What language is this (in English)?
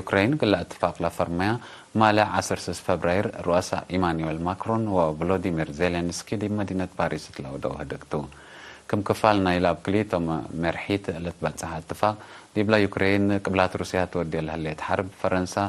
Tigre